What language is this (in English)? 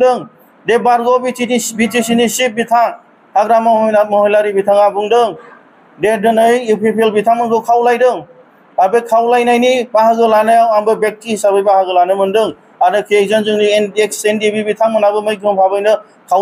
Bodo